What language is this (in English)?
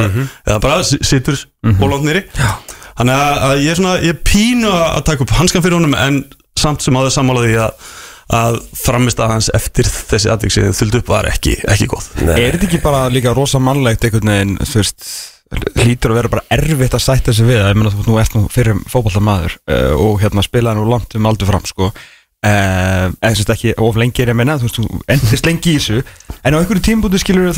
Icelandic